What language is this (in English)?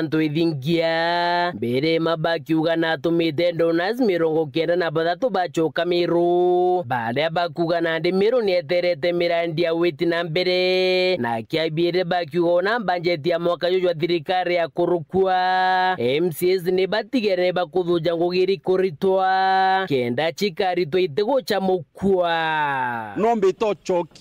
Meru